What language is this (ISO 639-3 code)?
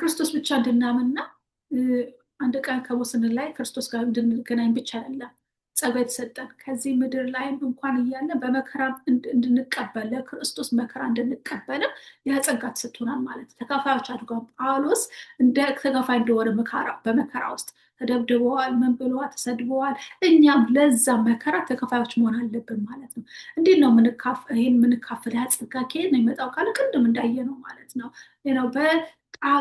amh